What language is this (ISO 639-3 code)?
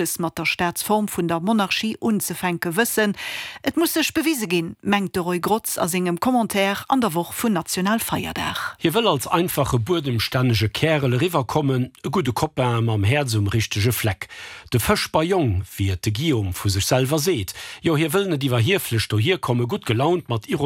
ltz